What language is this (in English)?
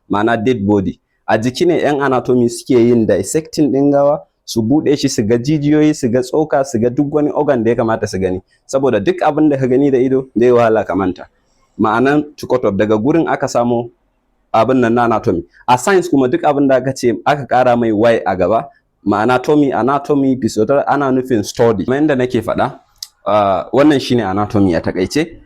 Hausa